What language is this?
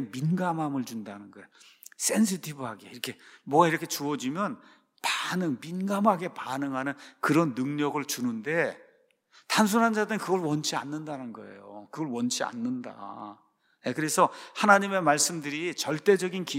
Korean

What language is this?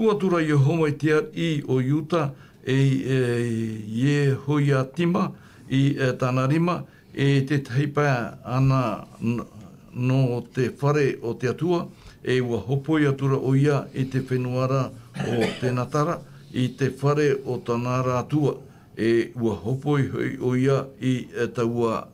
Tahitian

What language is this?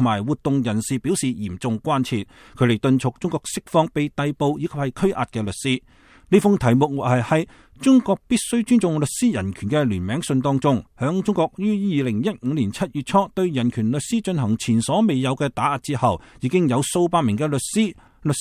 Cantonese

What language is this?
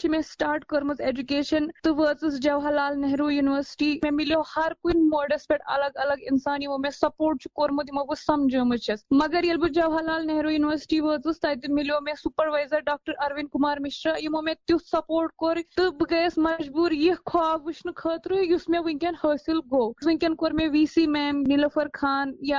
Kashmiri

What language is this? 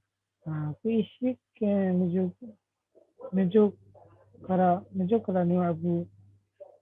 Limbu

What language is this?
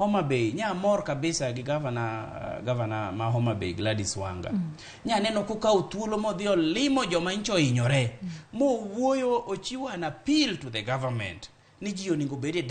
Luo (Kenya and Tanzania)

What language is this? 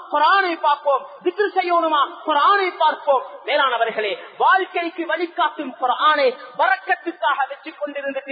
Tamil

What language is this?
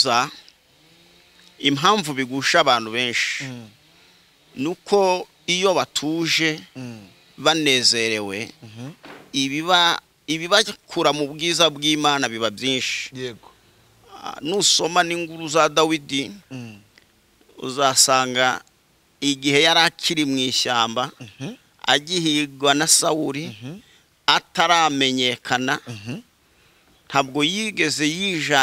Kinyarwanda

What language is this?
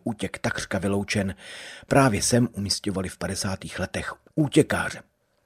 Czech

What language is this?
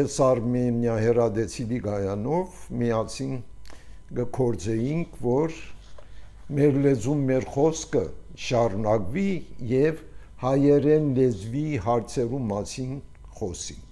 Armenian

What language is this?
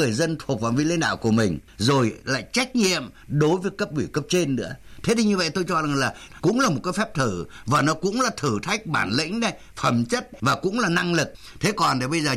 Vietnamese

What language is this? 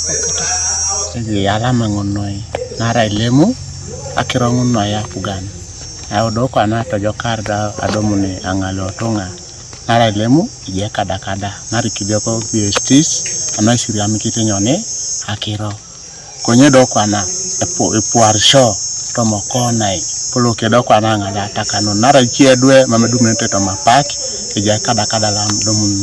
Teso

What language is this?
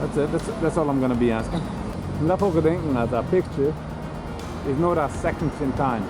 Yiddish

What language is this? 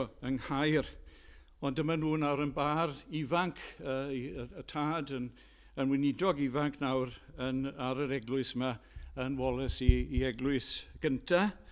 Welsh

